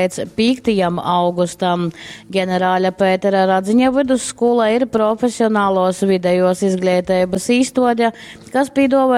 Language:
Latgalian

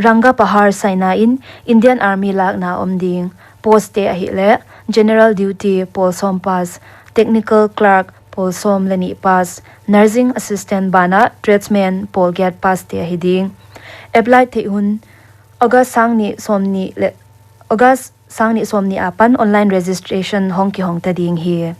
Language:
Paite Chin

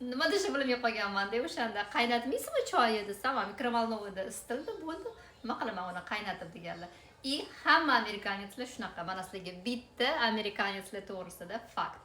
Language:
Uzbek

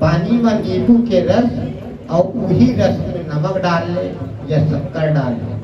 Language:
Chhattisgarhi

